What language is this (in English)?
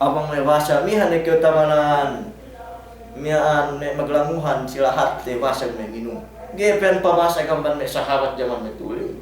Yakan